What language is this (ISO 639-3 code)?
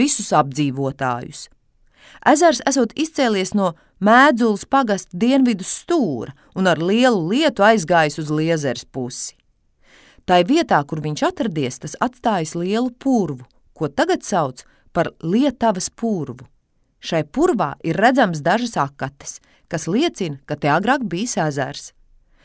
lav